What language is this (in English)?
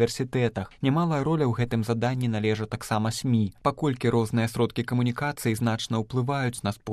Belarusian